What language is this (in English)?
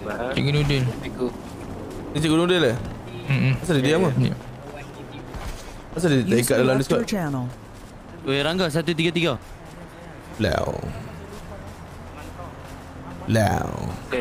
Malay